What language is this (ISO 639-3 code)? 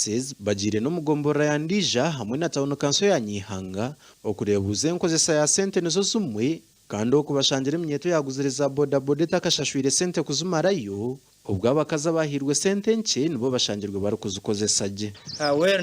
nyn